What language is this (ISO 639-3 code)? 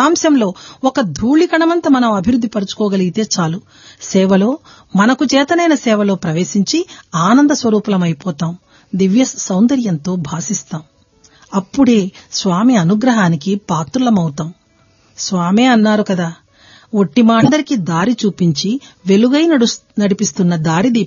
tel